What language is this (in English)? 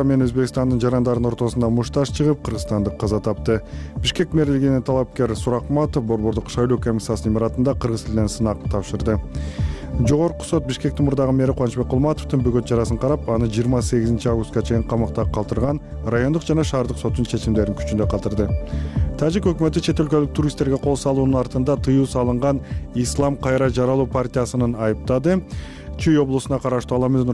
Kyrgyz